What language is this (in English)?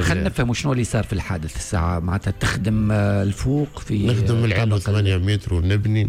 Tunisian Arabic